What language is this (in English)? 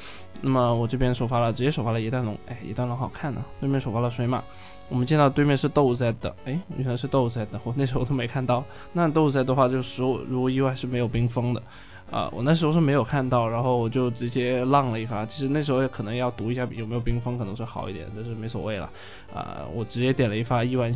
Chinese